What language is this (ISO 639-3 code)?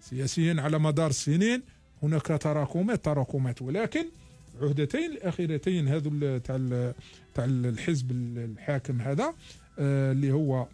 arq